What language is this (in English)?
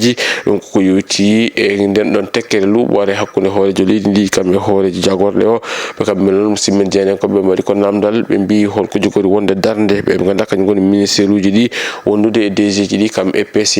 Fula